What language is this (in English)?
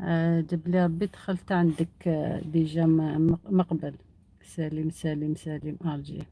Algerian Arabic